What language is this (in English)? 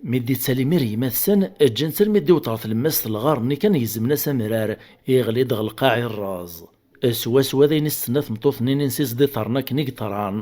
Kabyle